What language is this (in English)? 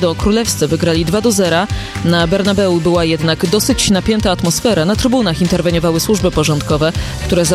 Polish